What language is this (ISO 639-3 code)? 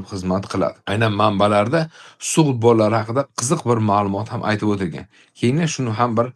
uzb